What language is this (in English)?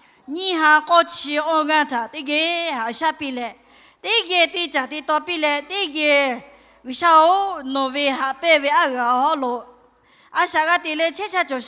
Lahu